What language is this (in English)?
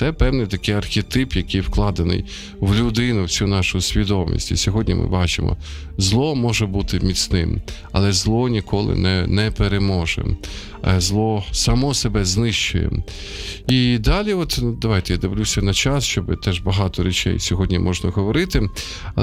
Ukrainian